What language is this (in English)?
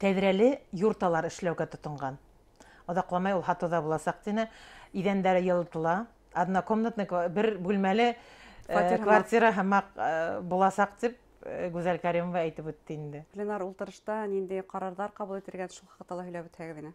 Bashkir